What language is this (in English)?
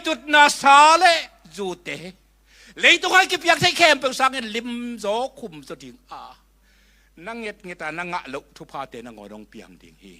Tedim Chin